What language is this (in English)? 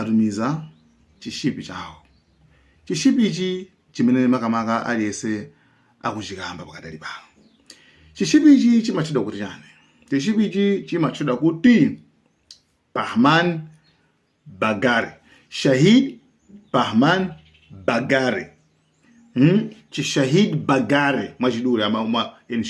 Nyanja